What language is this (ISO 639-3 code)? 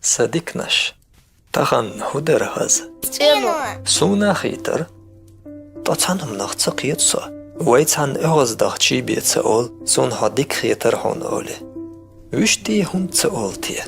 che